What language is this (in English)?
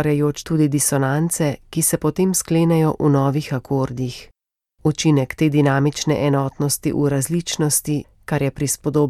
Slovenian